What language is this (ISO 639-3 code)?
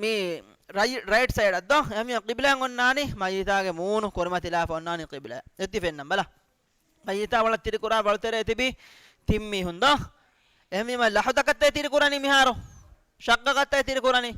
div